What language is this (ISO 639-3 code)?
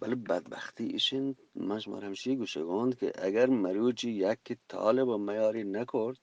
bgp